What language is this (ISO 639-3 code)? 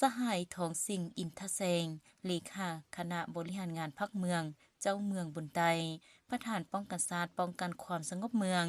lao